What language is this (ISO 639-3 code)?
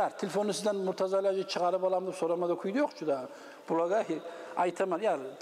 kum